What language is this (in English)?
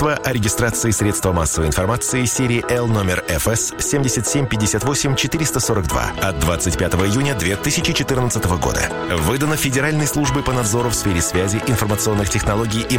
Russian